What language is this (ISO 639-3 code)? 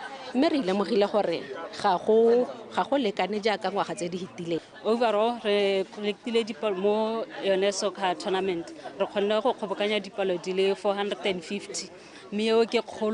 tsn